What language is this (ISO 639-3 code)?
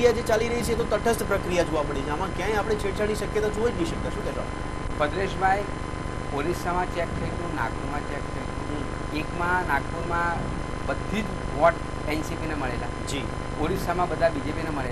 guj